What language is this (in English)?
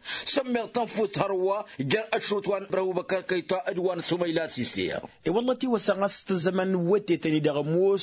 Tamasheq